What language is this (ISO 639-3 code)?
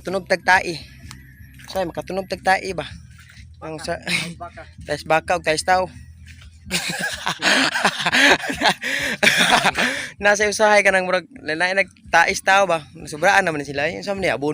ceb